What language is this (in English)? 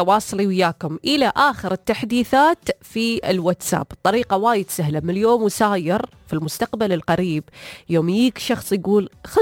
Najdi Arabic